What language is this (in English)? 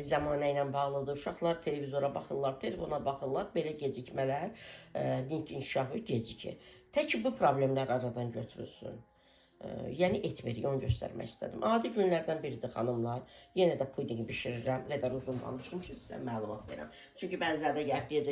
Azerbaijani